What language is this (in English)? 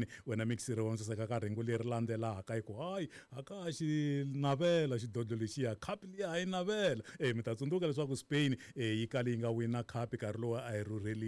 Tsonga